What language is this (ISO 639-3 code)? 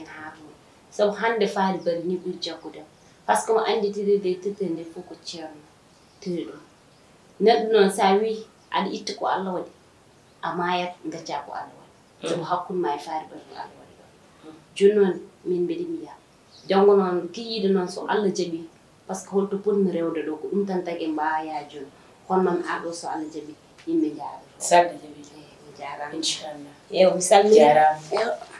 ful